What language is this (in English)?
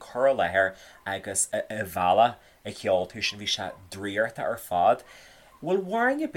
Irish